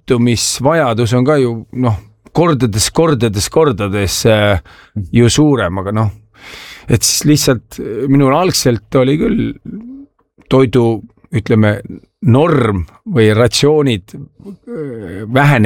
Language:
Estonian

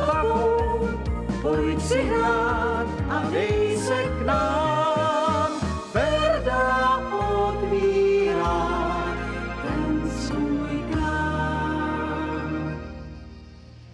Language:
Czech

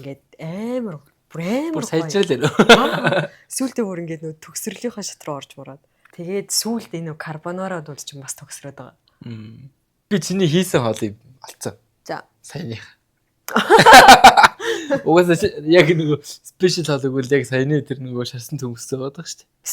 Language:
Mongolian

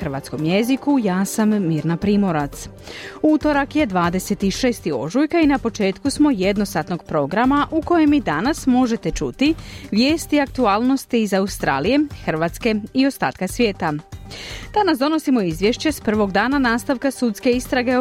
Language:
Croatian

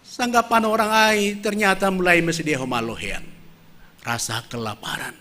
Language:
Batak Simalungun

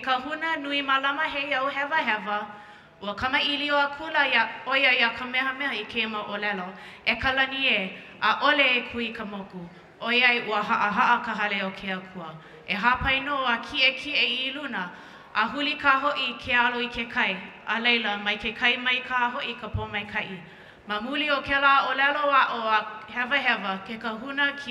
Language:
Hawaiian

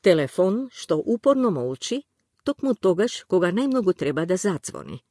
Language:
Macedonian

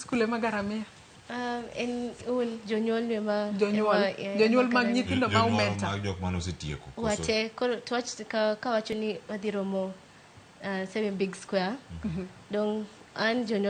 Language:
Luo (Kenya and Tanzania)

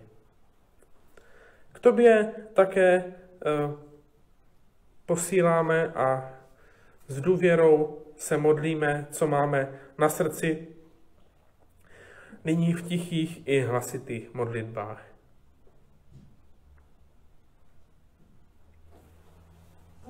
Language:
Czech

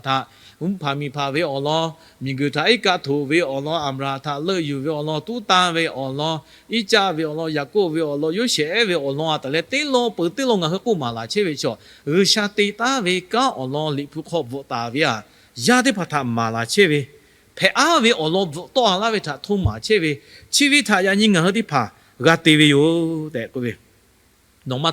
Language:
Lahu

